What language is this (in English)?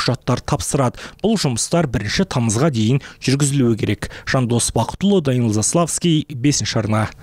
Kazakh